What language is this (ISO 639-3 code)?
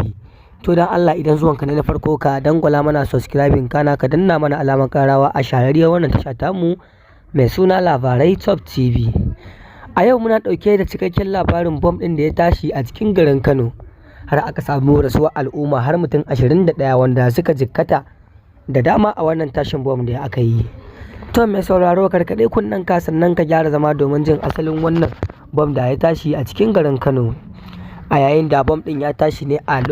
hau